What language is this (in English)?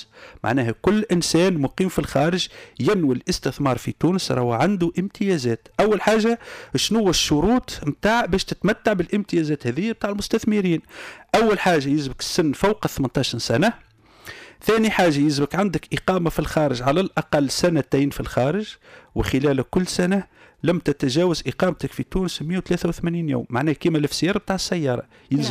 Tunisian Arabic